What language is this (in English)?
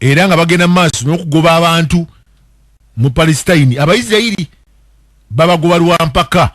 Ganda